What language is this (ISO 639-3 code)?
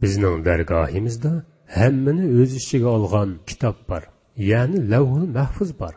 uig